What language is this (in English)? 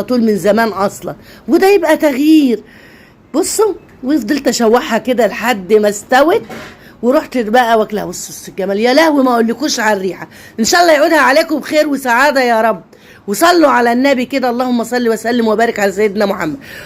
Egyptian Arabic